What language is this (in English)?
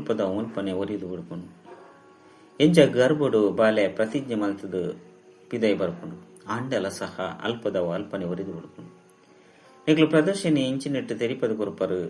Tulu